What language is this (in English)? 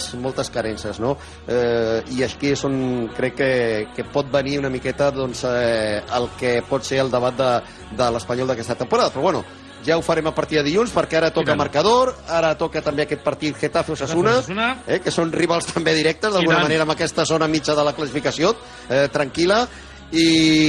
Catalan